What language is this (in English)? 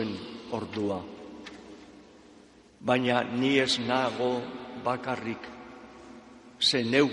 Basque